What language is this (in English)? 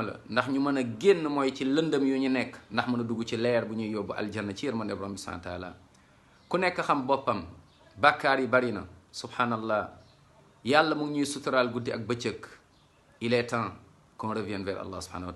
Wolof